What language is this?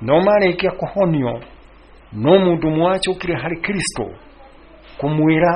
Kikuyu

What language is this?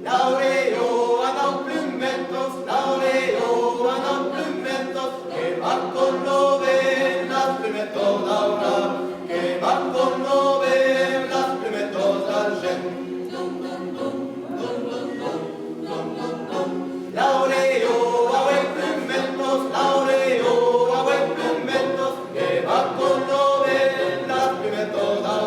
Occitan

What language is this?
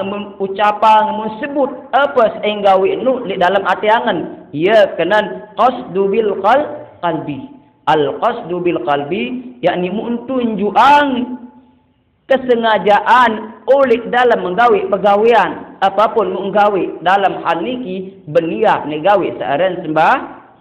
Sasak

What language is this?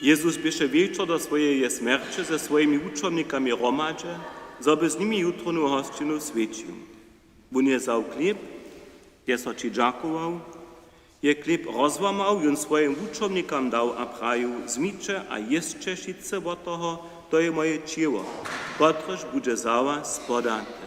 Upper Sorbian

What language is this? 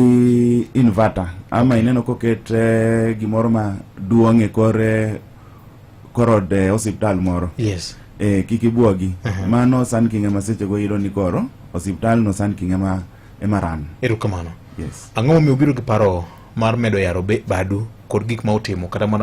Luo (Kenya and Tanzania)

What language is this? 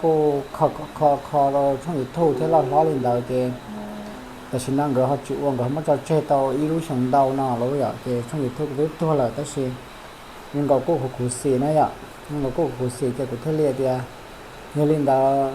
Hmong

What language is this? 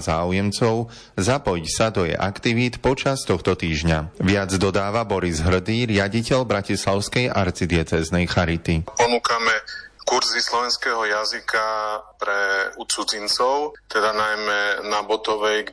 Slovak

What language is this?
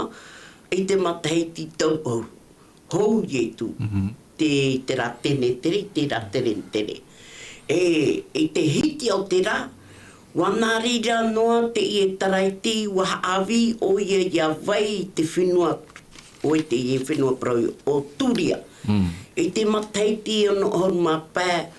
Tahitian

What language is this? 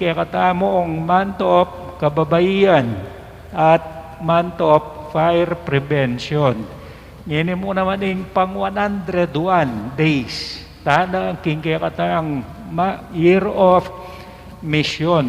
Pampanga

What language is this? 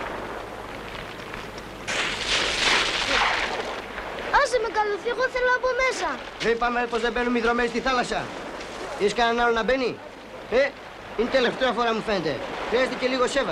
Greek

